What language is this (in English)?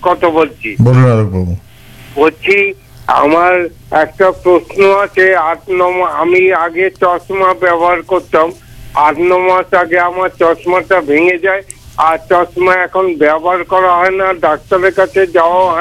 Bangla